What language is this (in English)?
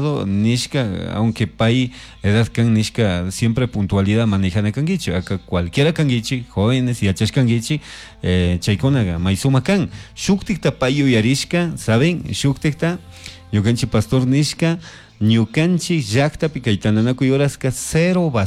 Chimborazo Highland Quichua